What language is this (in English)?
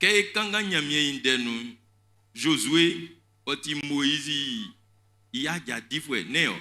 Baoulé